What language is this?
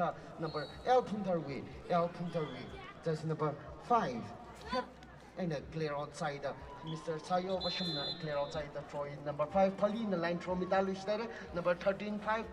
Tangkhul Naga (India)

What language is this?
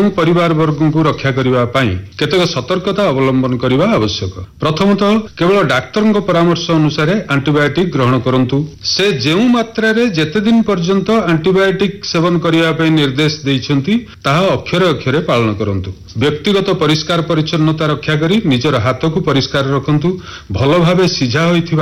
Odia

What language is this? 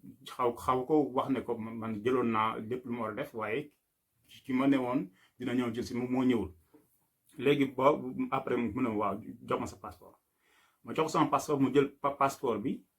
Wolof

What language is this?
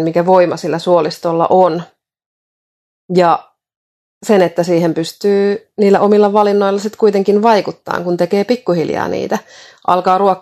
Finnish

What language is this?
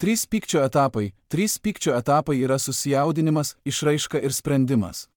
Lithuanian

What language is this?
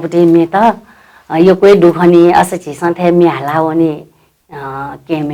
Newari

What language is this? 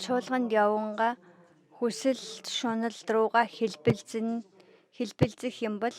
Mongolian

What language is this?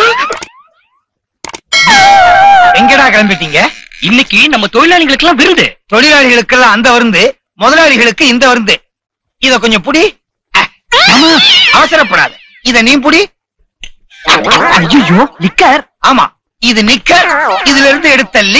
Tamil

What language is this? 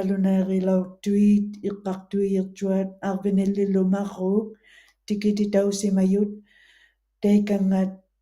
Western Canadian Inuktitut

